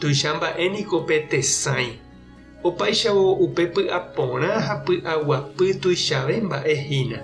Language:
Guarani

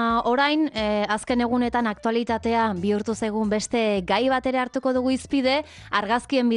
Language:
Basque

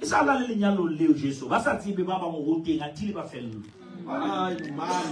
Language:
Southern Sotho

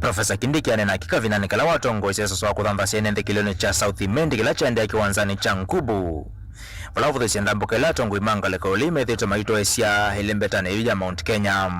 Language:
Kamba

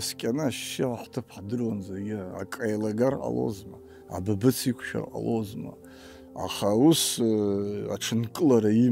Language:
Abkhazian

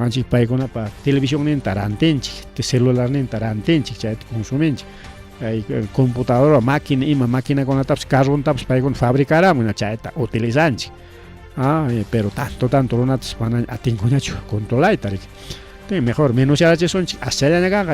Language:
Ayacucho Quechua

